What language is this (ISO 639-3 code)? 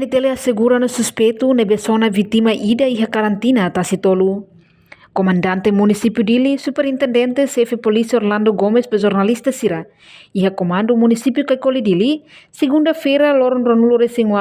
tet